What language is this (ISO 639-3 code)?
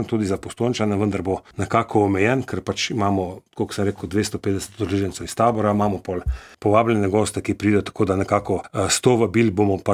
slv